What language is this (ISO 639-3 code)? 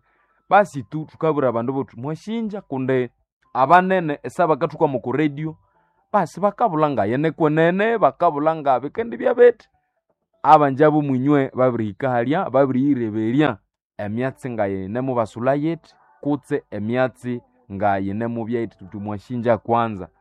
nnb